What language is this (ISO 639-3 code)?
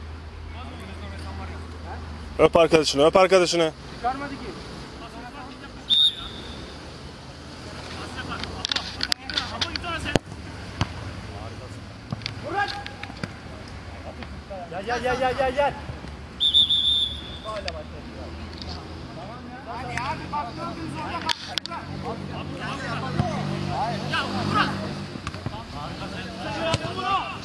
tur